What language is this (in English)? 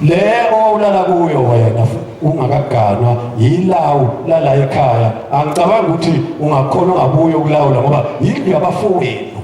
Zulu